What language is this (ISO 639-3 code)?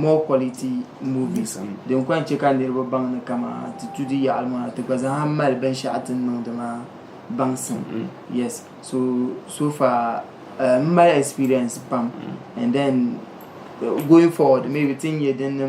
dag